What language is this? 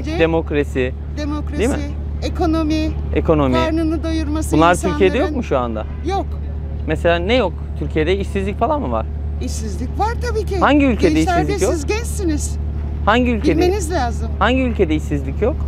Turkish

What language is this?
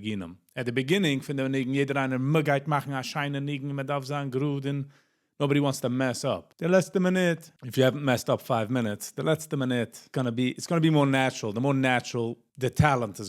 Yiddish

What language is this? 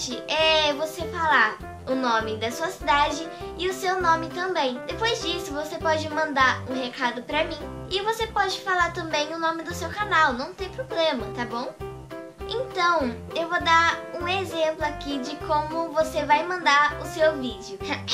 Portuguese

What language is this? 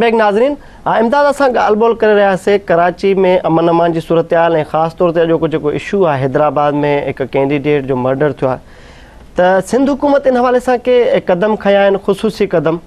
Sindhi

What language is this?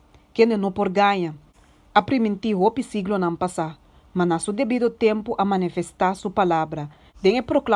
Papiamento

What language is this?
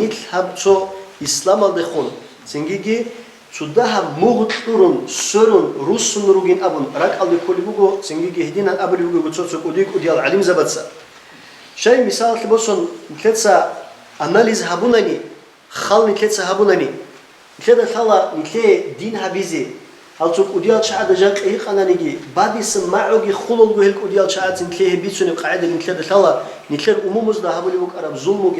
Avaric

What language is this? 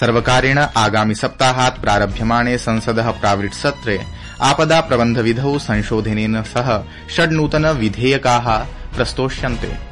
Sanskrit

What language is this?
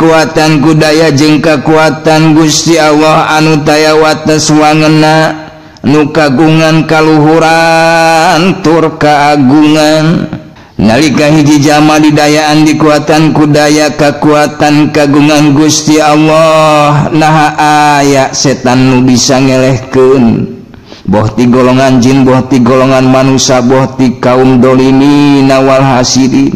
Sundanese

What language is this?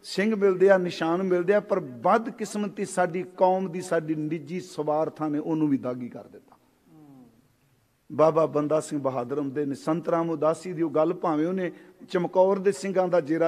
Punjabi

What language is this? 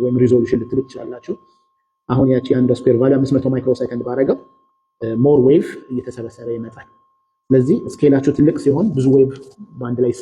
Amharic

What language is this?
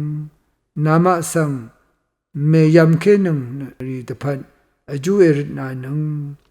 Rawang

